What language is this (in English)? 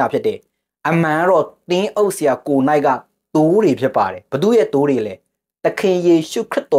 Burmese